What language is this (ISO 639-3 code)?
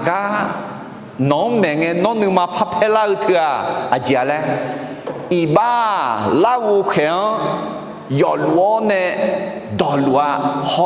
ahk